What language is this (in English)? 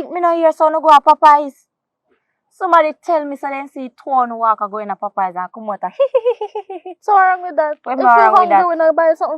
Jamaican Creole English